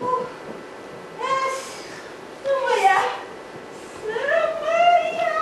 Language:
Yakut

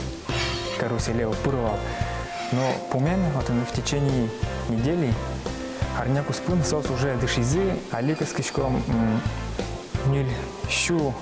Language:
Udmurt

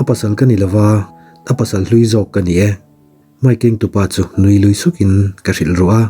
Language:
Mizo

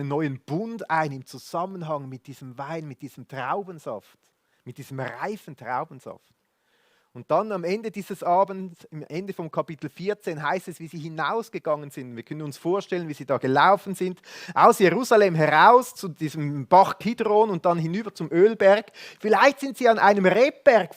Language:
Swiss German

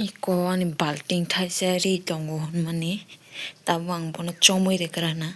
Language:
Kok Borok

